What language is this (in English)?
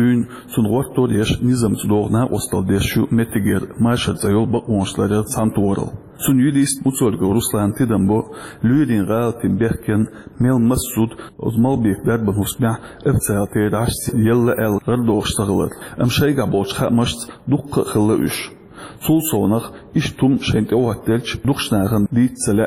Chechen